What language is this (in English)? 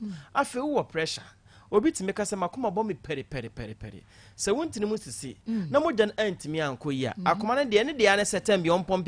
Akan